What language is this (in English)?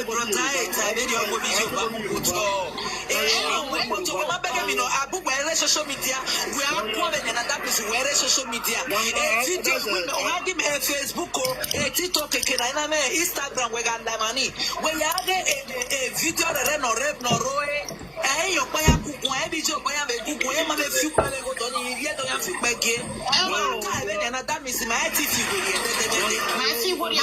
Nigerian Pidgin